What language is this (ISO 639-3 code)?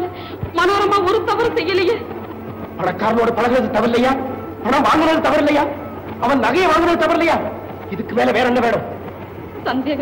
tam